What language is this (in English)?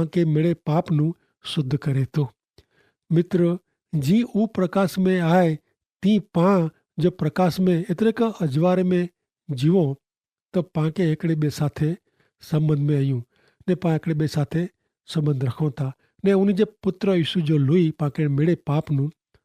Kachhi